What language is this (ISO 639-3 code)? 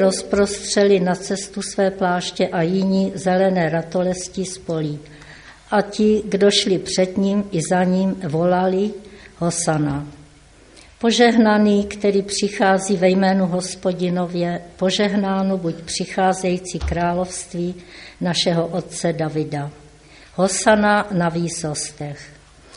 ces